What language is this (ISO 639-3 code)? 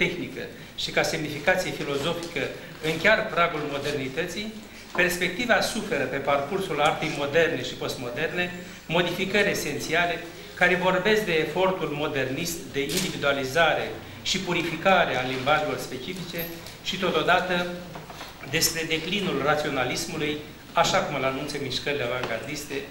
ron